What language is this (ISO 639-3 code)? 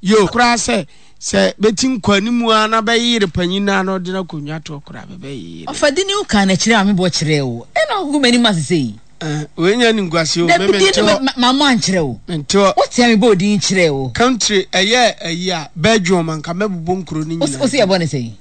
aka